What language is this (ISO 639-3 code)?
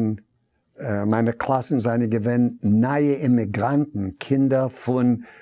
yid